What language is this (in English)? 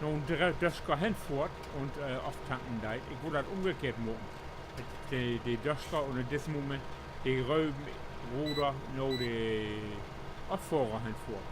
Low German